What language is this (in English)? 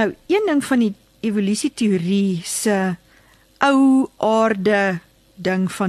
Afrikaans